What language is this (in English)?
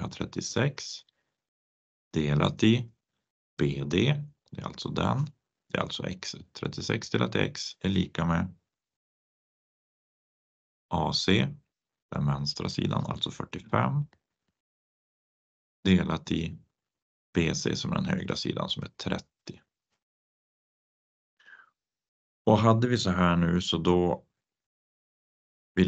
Swedish